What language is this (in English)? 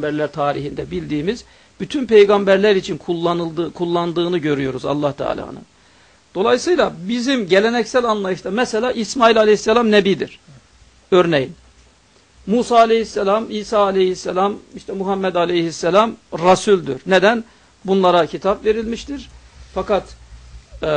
Turkish